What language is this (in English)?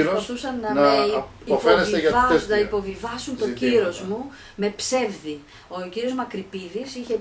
Greek